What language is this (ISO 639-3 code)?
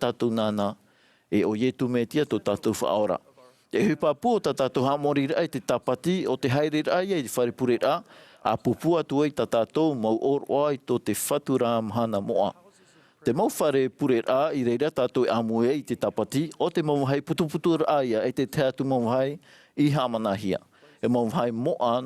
tah